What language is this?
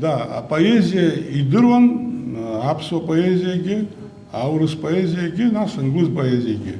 Abkhazian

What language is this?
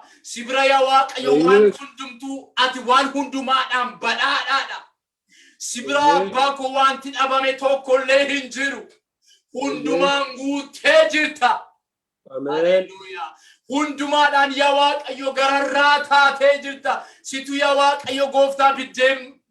Oromo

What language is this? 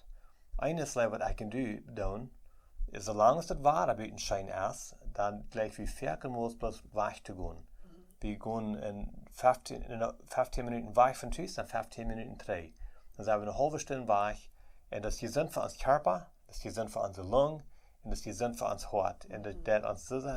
Plautdietsch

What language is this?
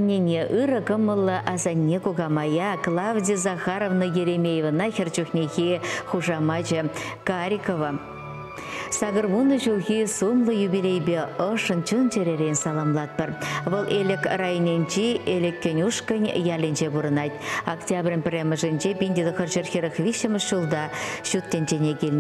Chuvash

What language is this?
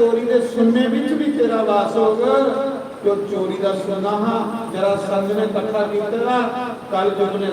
Dogri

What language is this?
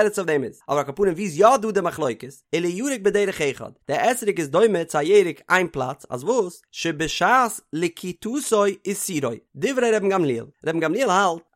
Yiddish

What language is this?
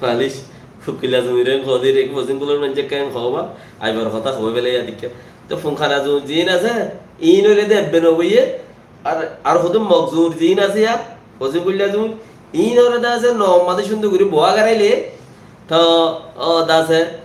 Rohingya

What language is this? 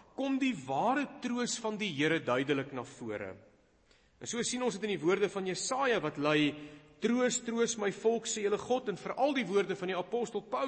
Afrikaans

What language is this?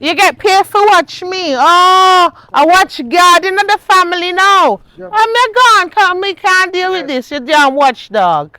Jamaican Creole English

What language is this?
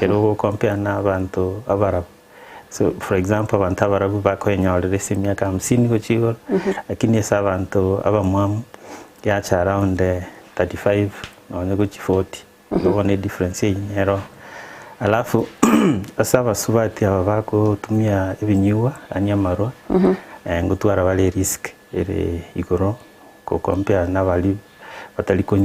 Gusii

